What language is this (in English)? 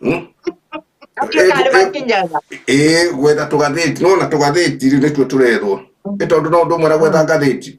Kikuyu